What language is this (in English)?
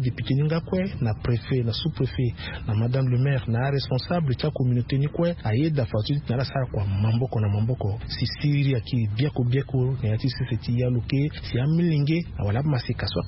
Sango